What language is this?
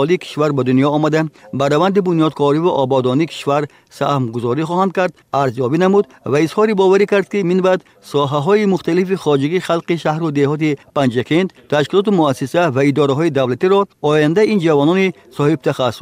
Tajik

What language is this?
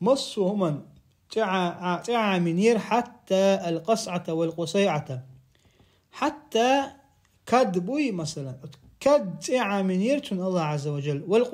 Chechen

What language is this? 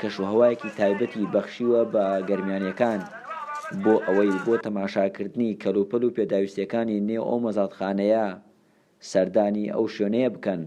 Central Kurdish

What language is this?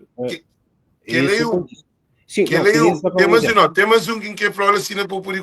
Kabuverdianu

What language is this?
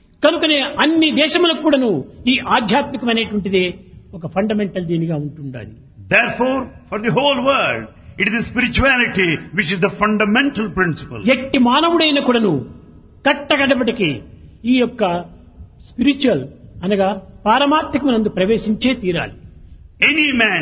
Telugu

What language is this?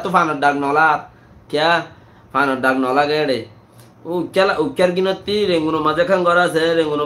Rohingya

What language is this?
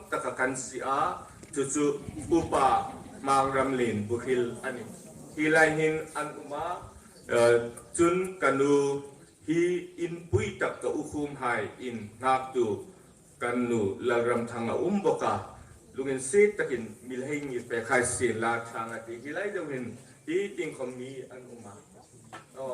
Hmar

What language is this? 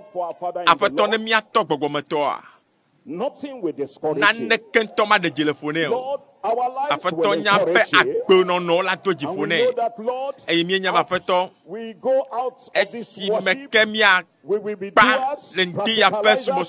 Ewe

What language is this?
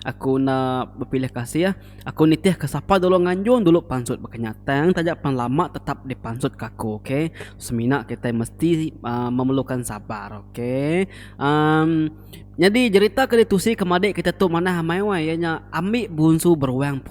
Iban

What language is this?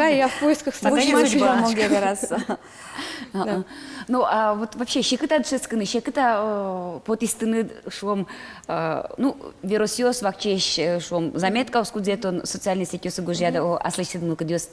Udmurt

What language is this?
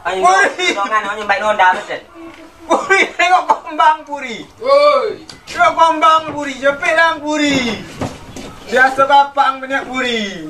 Minangkabau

